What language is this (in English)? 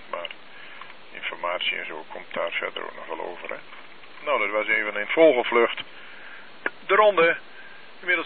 Dutch